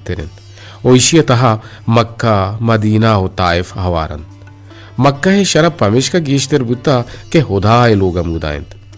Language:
Eastern Balochi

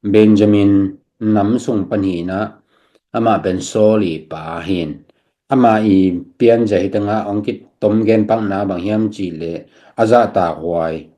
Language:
Tedim Chin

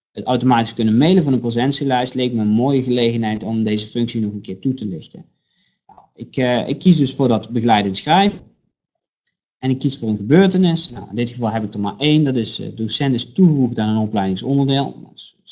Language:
Dutch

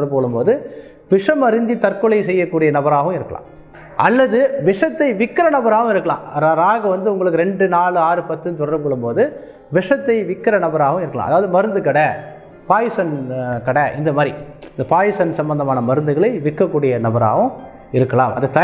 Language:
Tamil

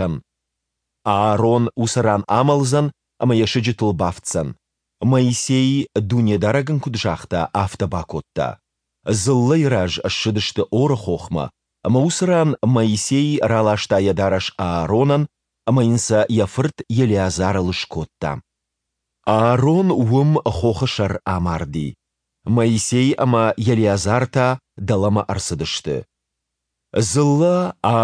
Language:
Ossetic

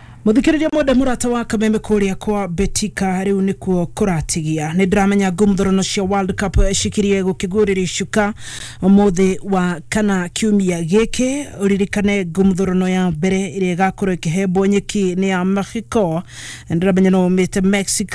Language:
Kikuyu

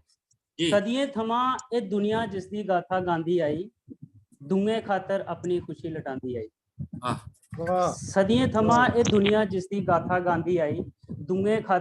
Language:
Dogri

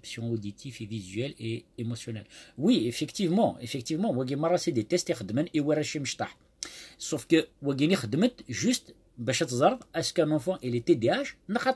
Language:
Kabyle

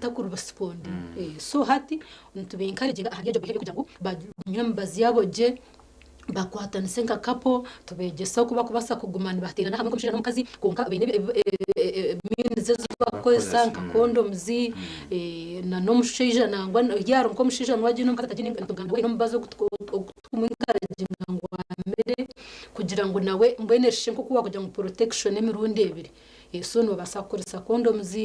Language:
Nyankole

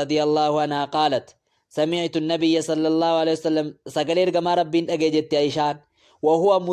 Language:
Oromo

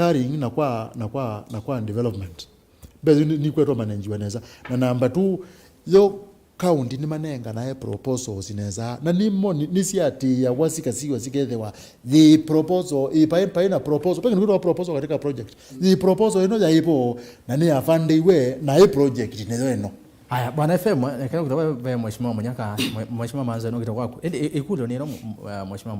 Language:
Kamba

